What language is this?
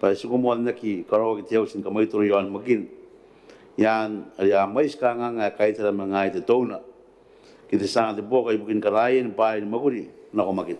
Gilbertese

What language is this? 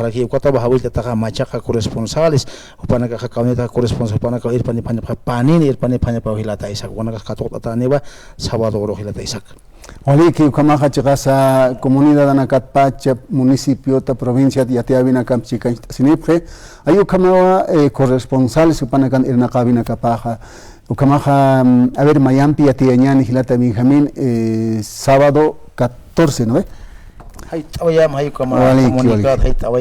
Aymara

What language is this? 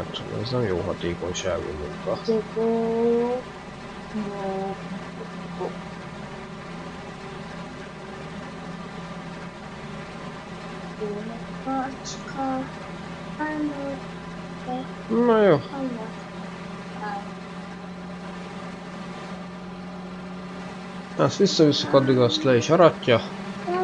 Hungarian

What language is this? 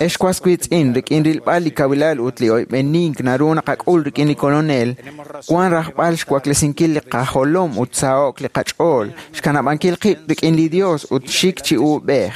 Kekchí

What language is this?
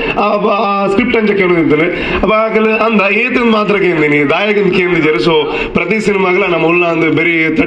Kannada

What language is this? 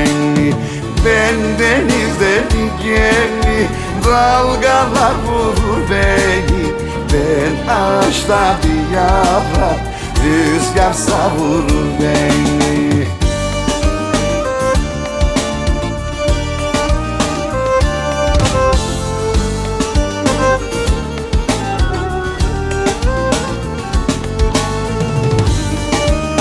Turkish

